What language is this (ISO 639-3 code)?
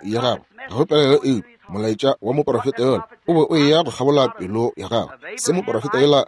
nso